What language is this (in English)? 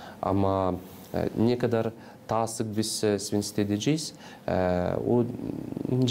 Gagauz